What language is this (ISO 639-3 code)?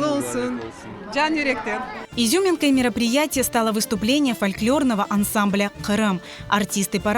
crh